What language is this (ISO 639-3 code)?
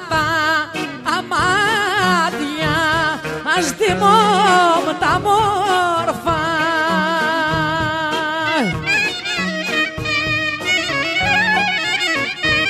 ell